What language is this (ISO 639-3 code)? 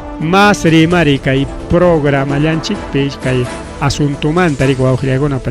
quy